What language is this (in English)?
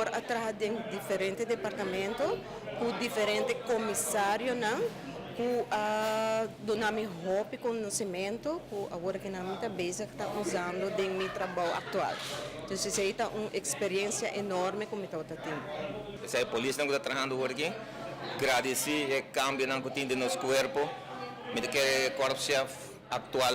Papiamento